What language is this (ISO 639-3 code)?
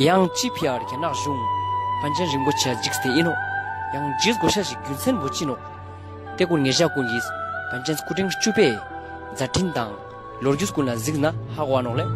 lbj